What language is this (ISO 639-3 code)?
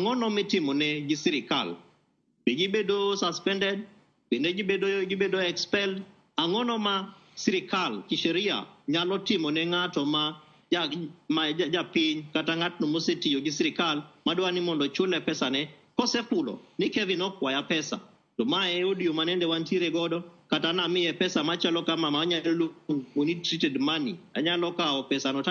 luo